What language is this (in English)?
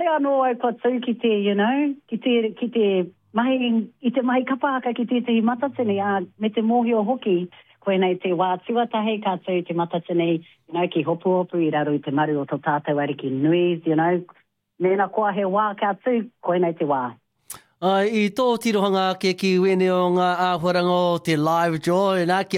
Māori